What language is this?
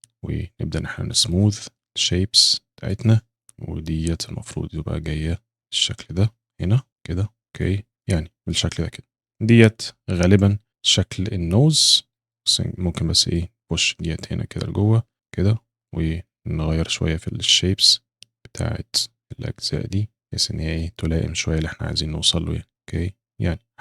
Egyptian Arabic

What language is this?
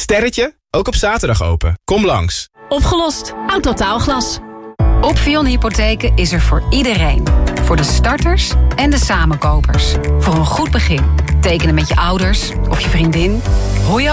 Dutch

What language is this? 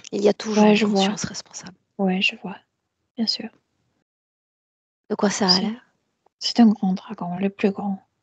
French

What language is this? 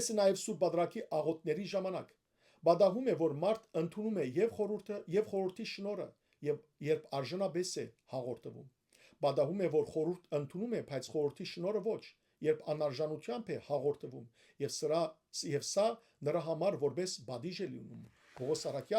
Western Armenian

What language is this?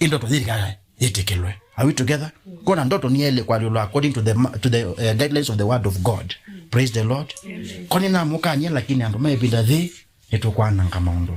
Kamba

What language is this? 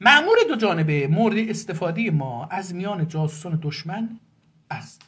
South Azerbaijani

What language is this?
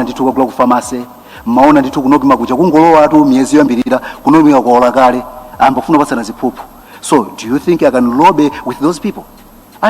Nyanja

